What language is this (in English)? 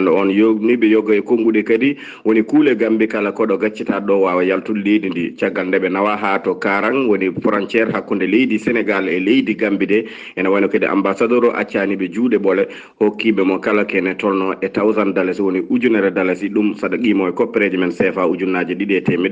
Fula